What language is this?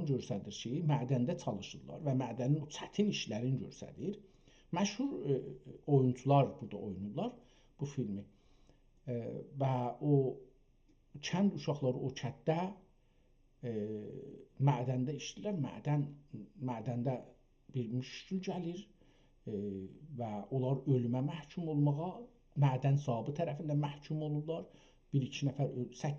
South Azerbaijani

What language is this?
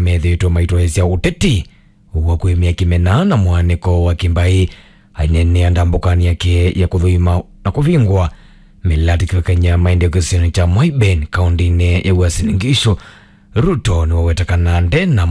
Kamba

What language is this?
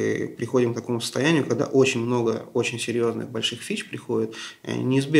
Russian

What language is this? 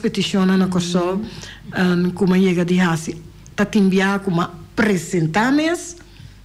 Papiamento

